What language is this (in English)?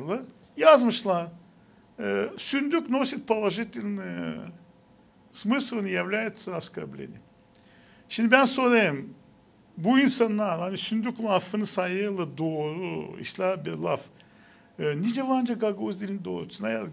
Gagauz